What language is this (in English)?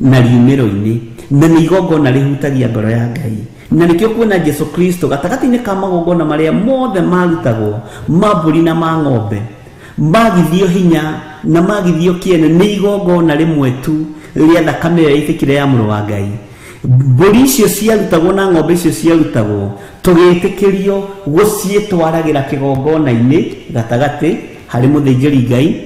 Kikuyu